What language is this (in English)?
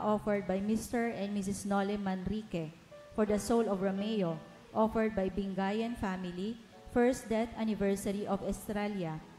Bikol